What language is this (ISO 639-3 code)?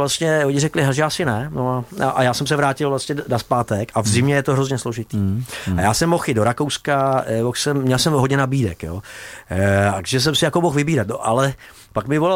ces